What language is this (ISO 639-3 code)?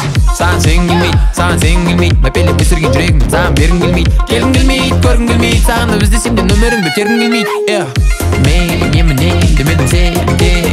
kaz